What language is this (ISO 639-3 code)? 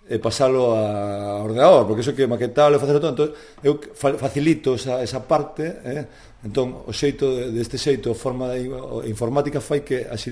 glg